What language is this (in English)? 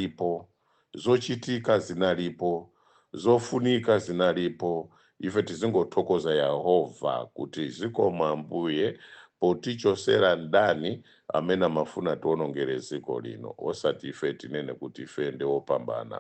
Nyanja